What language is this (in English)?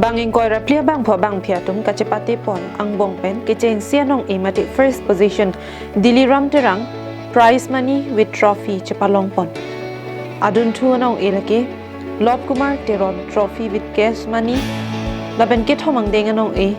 Karbi